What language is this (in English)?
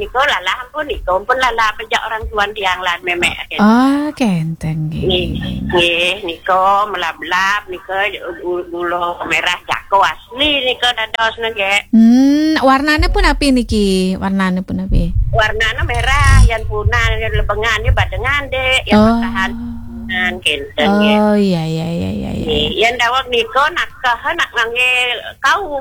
Balinese